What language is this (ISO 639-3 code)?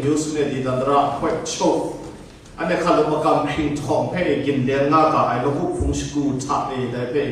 kac